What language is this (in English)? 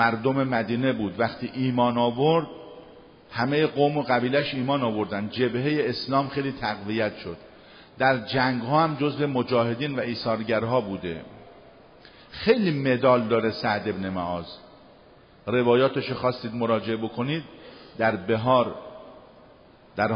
Persian